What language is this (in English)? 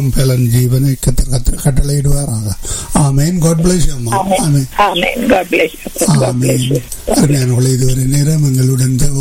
Tamil